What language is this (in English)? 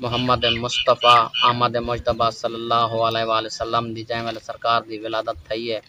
Saraiki